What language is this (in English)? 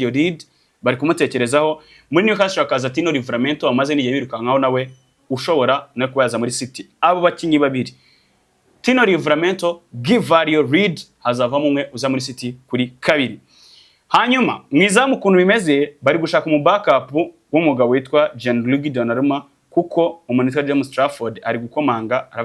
Kinyarwanda